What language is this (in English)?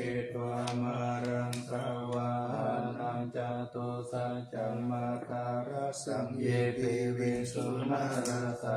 Pali